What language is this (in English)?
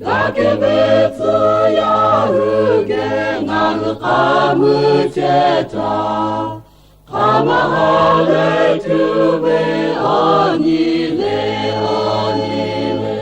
Lahu